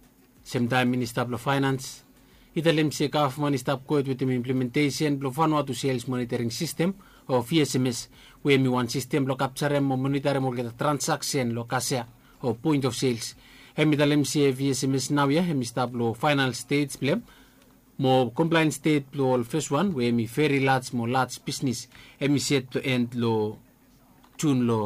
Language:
Bislama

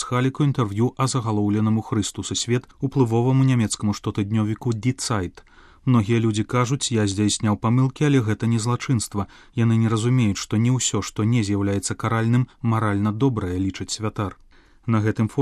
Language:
Belarusian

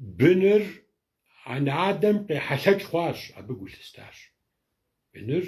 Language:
Kabardian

